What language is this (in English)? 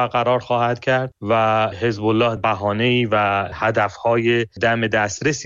Persian